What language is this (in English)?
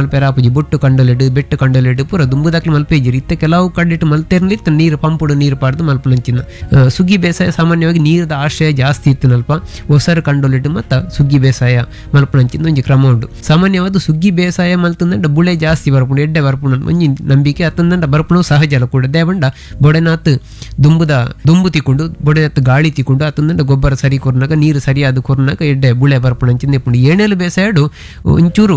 Tulu